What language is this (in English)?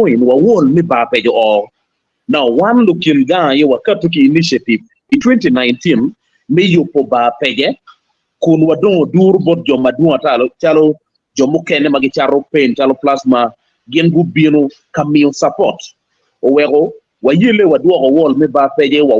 Acoli